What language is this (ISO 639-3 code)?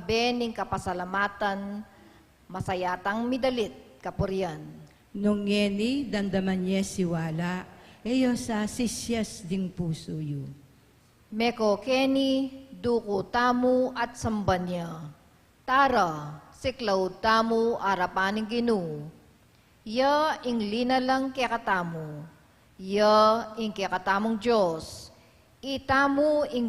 pam